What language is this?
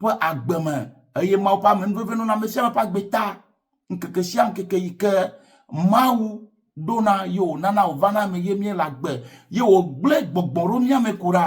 Ewe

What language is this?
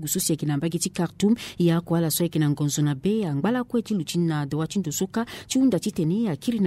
Sango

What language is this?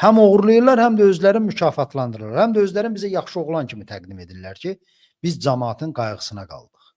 Azerbaijani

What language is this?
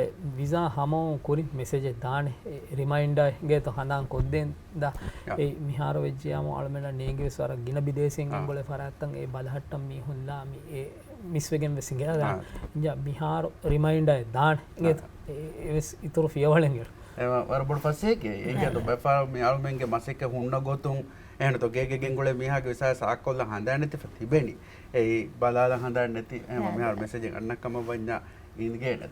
Divehi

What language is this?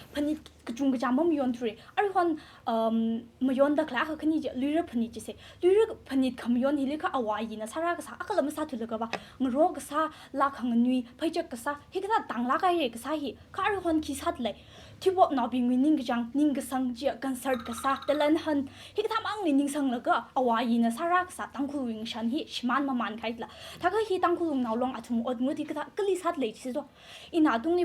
Tangkhul Naga (India)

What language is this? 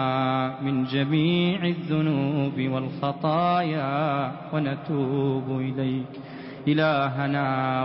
Arabic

